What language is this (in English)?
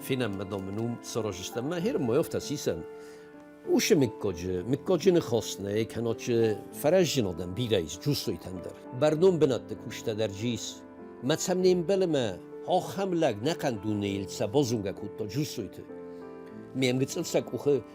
Ossetic